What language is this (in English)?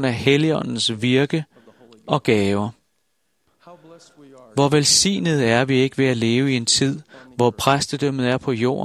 Danish